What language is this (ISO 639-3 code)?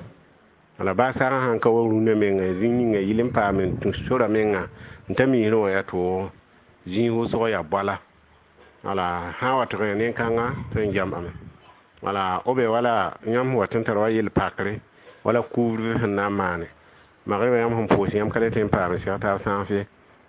mos